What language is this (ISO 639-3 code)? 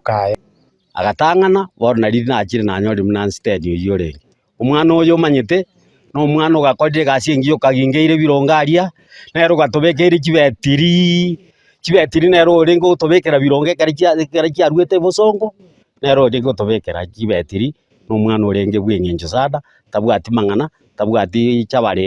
guz